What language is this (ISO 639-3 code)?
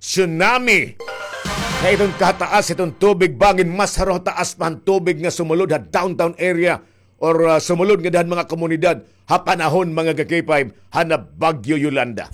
war